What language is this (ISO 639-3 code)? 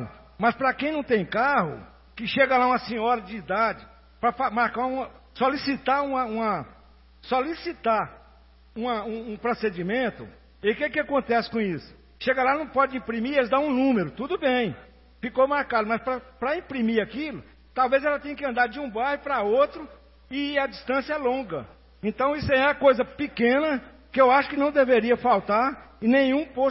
por